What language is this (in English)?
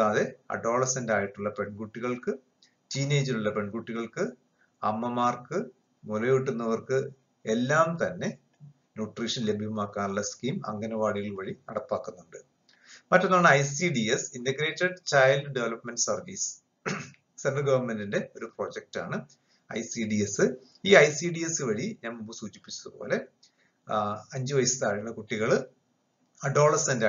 Malayalam